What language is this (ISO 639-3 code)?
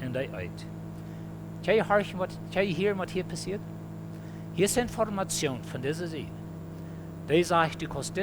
pdt